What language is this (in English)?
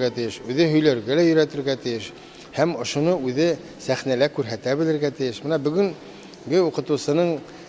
Bashkir